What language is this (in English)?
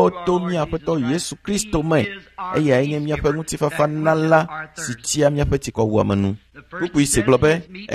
Ewe